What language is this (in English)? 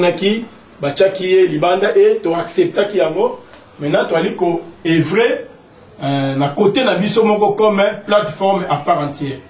Lingala